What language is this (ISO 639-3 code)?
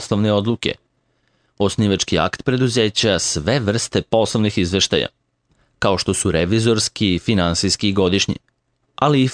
srp